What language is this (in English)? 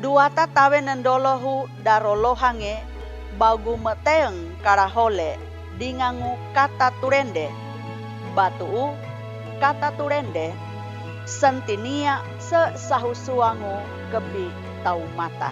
Sangir